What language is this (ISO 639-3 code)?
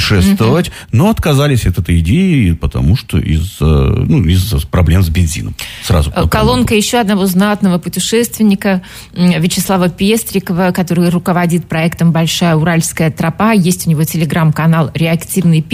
rus